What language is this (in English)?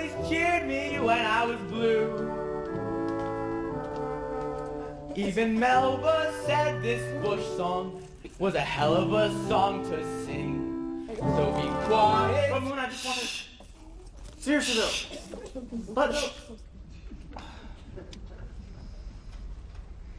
English